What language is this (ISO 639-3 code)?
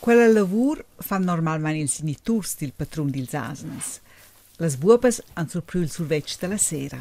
roh